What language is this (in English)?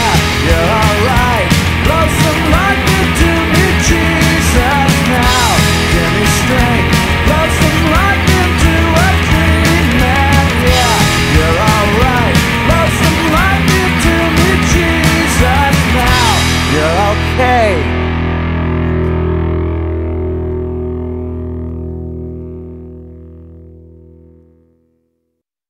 English